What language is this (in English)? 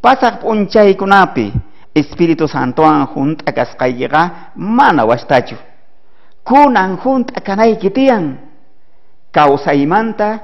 South Bolivian Quechua